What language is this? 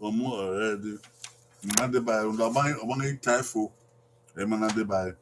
Bini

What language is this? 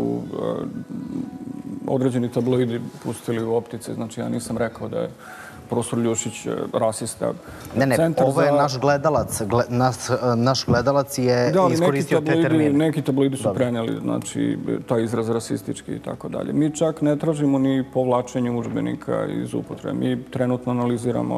Serbian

